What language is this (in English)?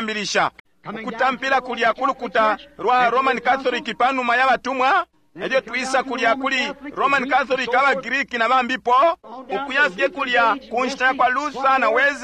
Bemba